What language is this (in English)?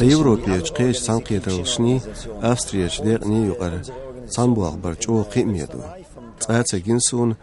Chechen